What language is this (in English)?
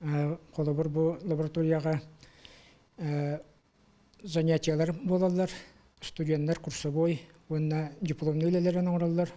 Yakut